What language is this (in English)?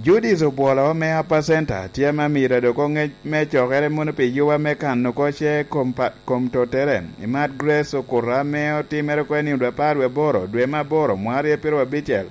Lango (Uganda)